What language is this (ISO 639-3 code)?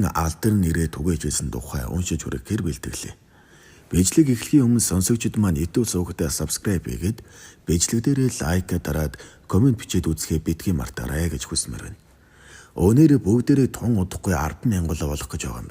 mon